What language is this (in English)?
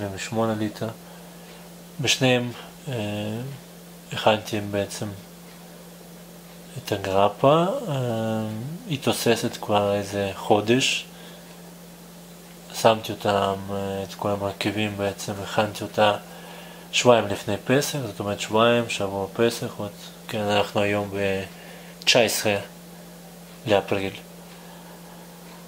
Hebrew